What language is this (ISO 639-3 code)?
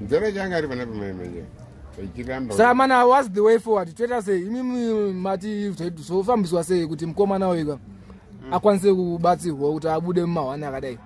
sna